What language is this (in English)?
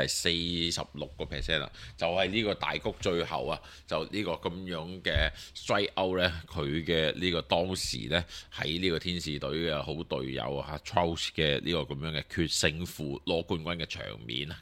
Cantonese